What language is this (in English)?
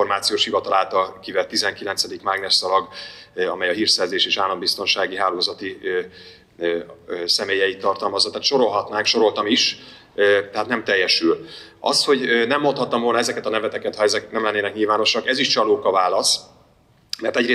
Hungarian